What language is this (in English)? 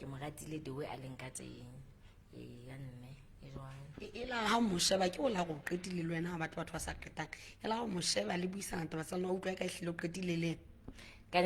Southern Sotho